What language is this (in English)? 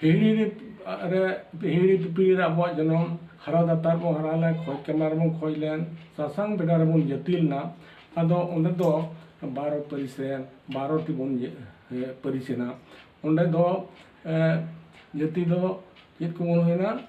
Santali